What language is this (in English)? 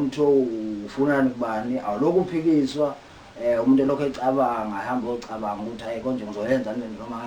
Zulu